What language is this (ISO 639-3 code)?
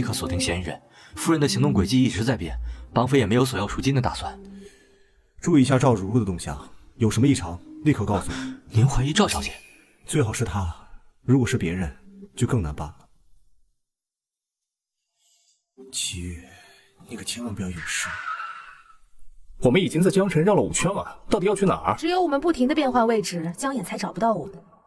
zho